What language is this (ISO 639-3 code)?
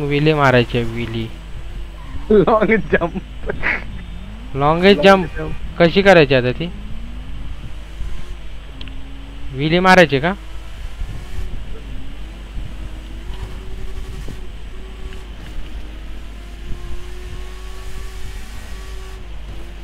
mar